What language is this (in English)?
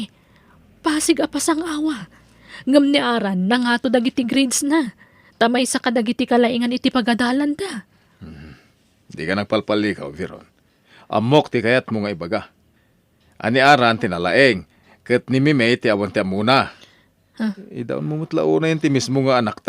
Iloko